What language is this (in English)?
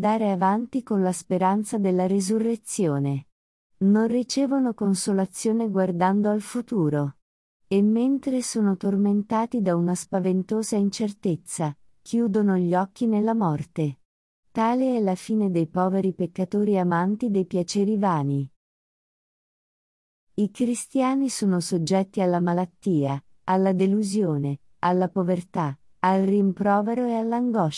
Italian